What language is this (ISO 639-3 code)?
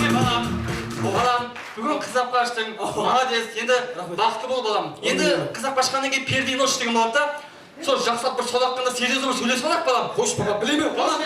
kaa